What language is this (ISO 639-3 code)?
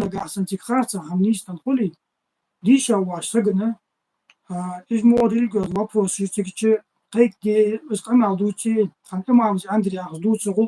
inh